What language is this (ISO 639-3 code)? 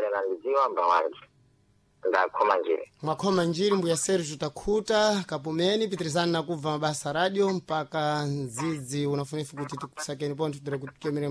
seh